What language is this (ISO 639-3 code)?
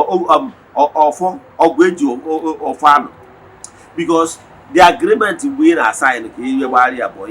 ibo